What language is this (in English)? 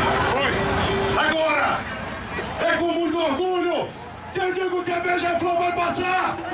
Portuguese